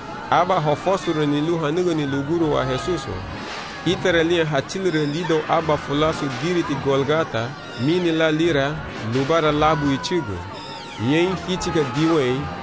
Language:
Garifuna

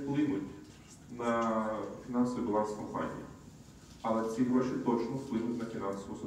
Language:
Ukrainian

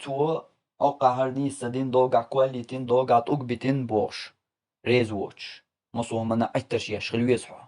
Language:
Chechen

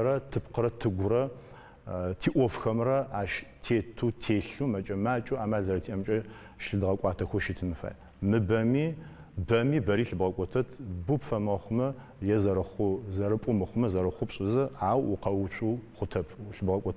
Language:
Adyghe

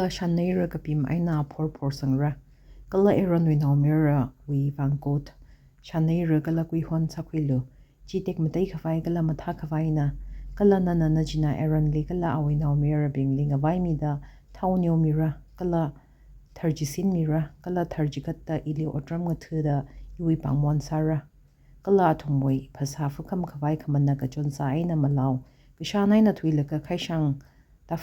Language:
Tangkhul Naga (India)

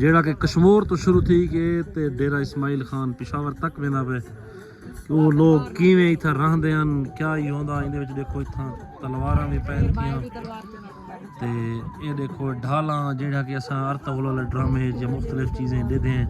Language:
Saraiki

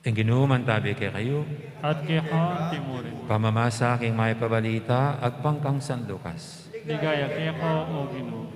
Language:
Pampanga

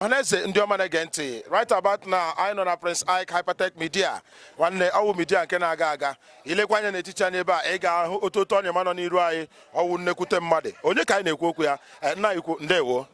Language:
Igbo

